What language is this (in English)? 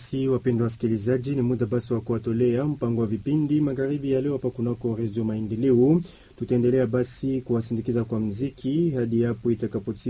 Swahili